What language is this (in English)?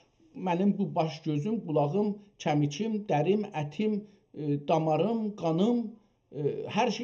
South Azerbaijani